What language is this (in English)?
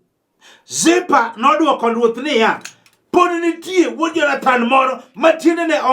Luo (Kenya and Tanzania)